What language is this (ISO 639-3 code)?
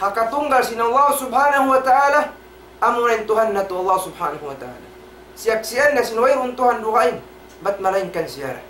tsg